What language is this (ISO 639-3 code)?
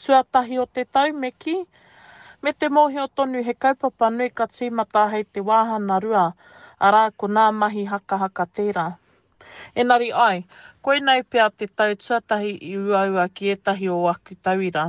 mri